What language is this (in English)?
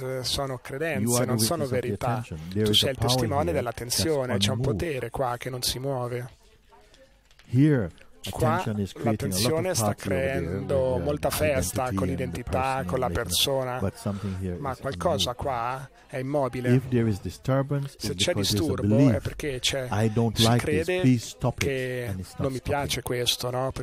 Italian